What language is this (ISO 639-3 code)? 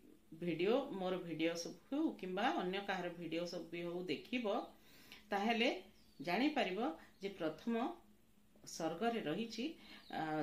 ori